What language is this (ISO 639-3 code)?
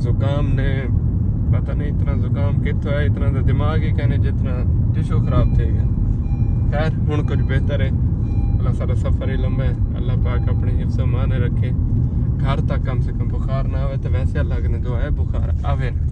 skr